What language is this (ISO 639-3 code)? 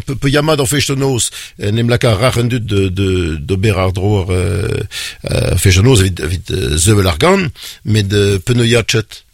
bre